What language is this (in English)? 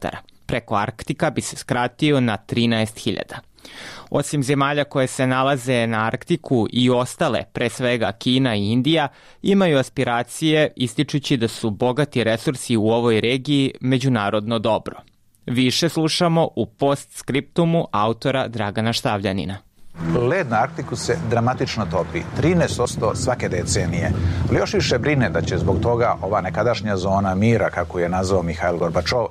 Serbian